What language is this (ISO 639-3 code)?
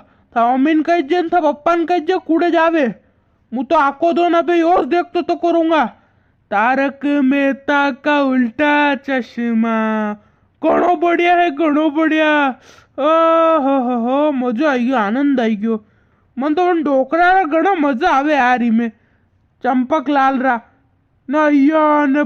raj